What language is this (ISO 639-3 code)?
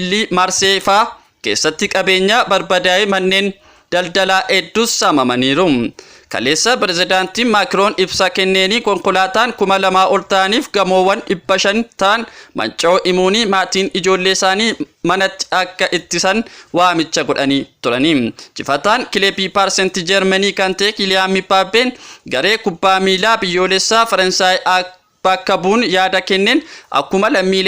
orm